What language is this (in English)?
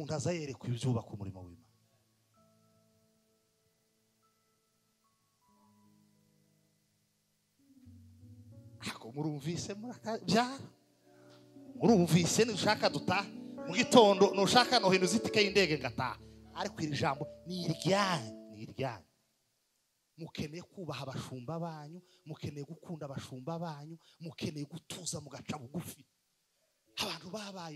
Kinyarwanda